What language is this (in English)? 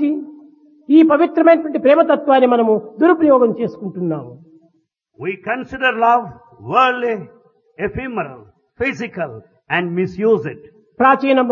Telugu